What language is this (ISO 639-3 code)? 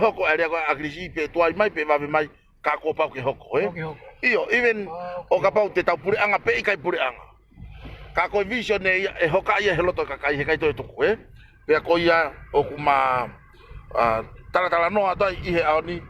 ton